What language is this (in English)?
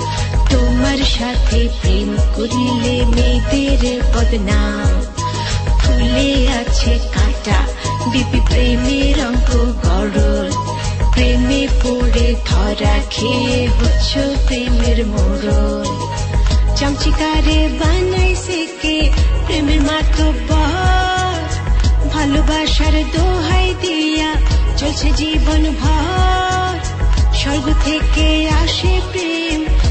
Bangla